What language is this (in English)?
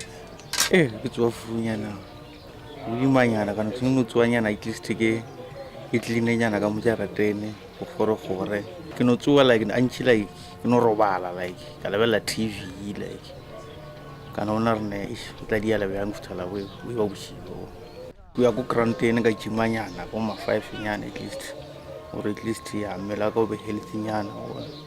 Tswana